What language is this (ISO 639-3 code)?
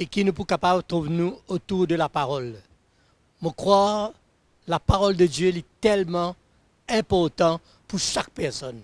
mfe